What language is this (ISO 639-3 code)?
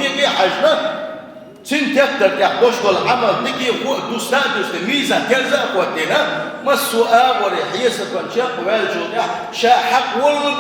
che